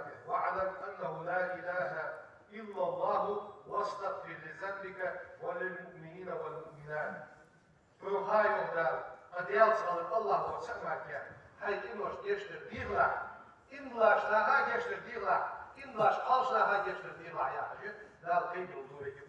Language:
Ingush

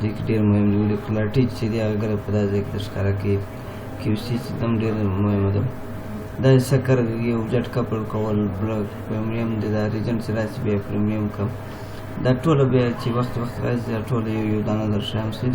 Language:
Pashto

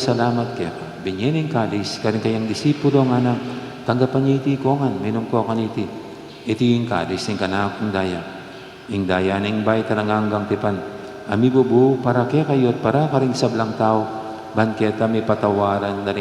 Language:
Pampanga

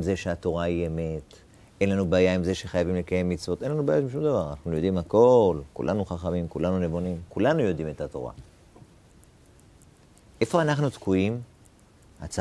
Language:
Hebrew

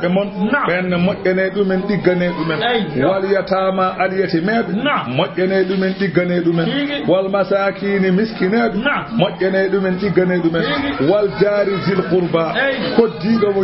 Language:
Fula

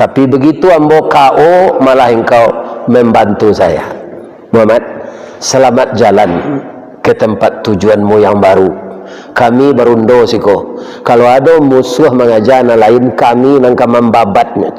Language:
Minangkabau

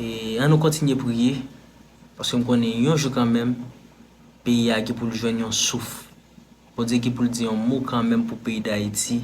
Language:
Haitian Creole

